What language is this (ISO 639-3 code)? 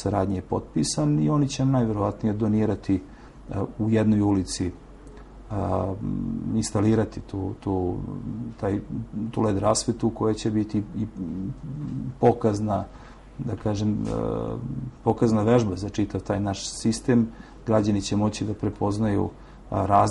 srp